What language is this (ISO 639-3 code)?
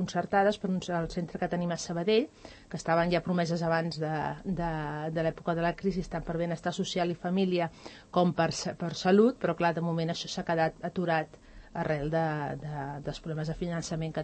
cat